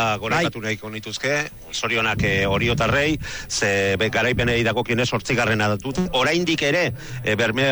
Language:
Basque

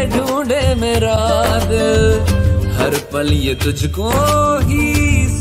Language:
Hindi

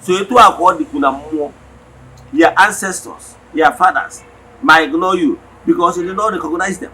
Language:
Igbo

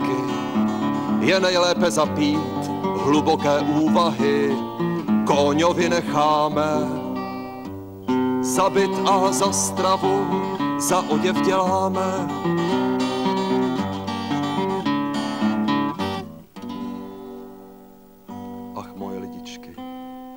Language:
Czech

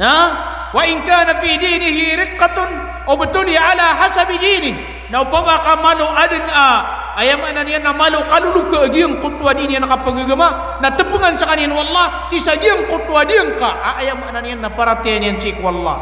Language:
Maranao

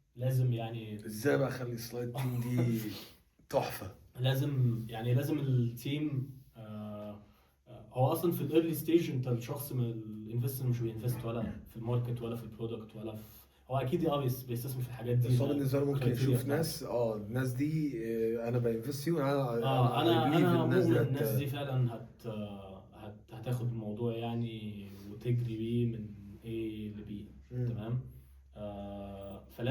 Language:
Egyptian Arabic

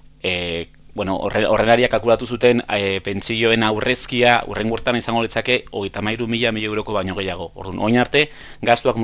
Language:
Basque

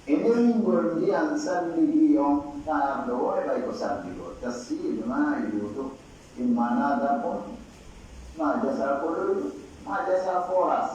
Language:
Pular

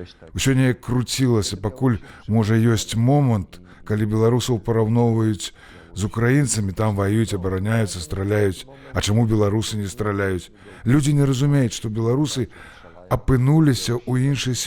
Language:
Belarusian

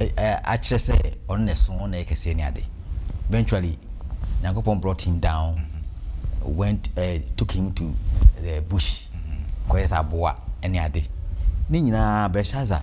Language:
Akan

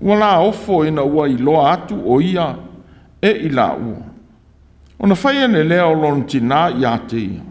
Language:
Samoan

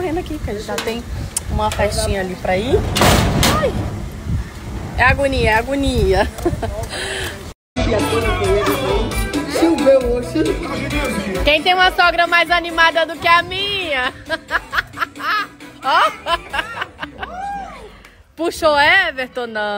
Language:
Portuguese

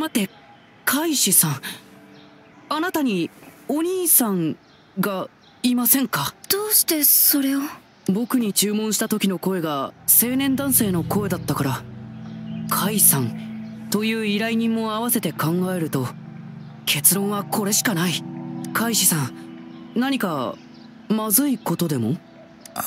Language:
Japanese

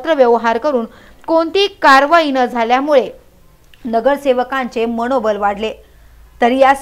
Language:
Marathi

